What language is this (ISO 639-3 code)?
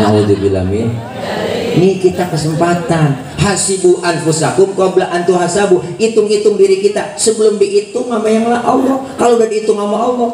bew